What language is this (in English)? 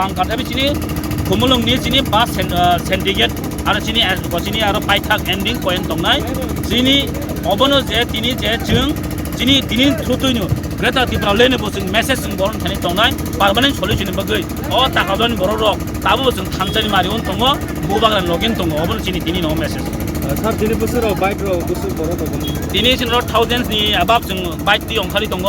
Kok Borok